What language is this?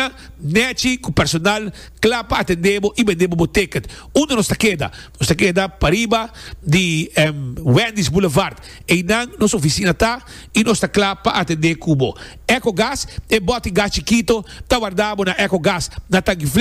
Papiamento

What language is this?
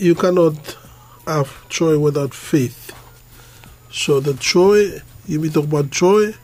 Bislama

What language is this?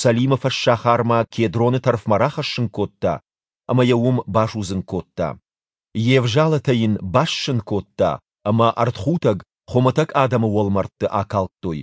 Ossetic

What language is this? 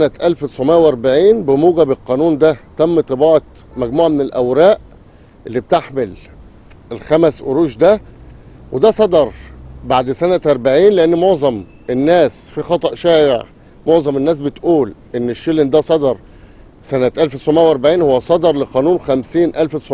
Egyptian Arabic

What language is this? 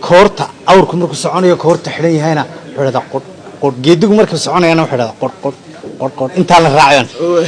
Somali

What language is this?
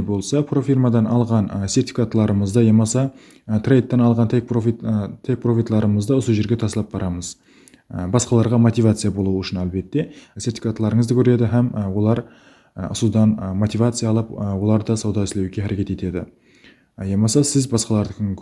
Kara-Kalpak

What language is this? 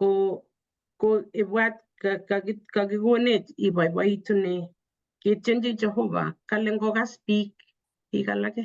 Kalenjin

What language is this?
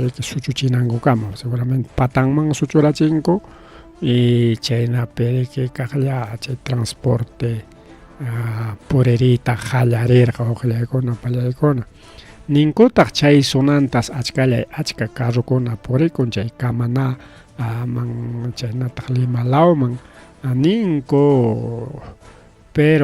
Ayacucho Quechua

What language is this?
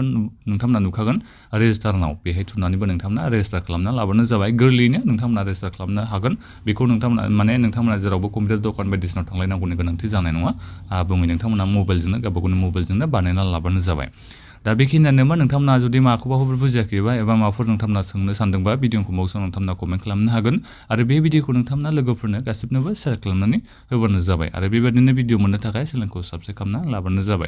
Bodo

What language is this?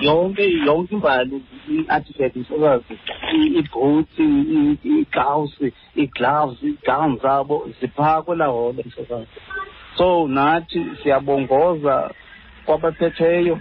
Xhosa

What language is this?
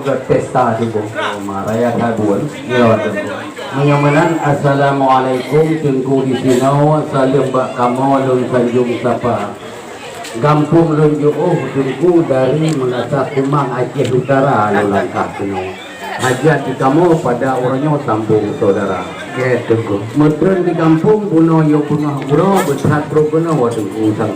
Achinese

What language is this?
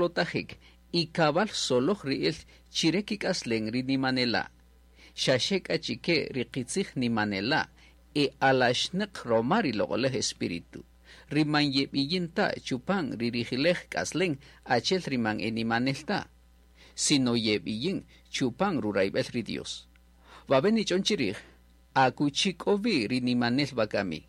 Kaqchikel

